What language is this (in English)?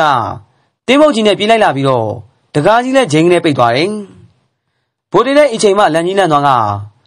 Burmese